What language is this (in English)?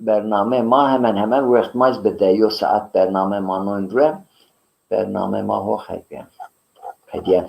Zaza